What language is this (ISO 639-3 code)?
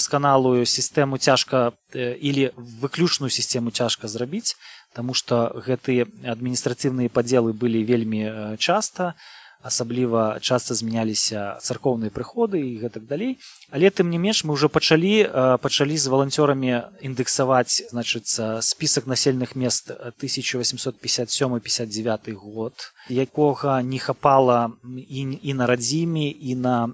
bel